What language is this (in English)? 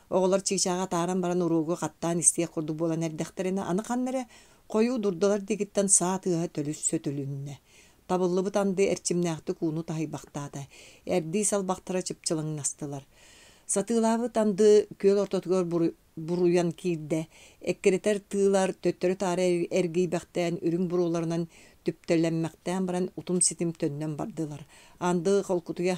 Yakut